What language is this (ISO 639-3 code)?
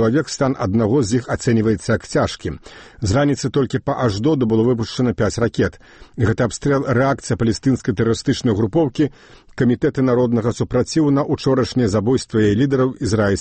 bel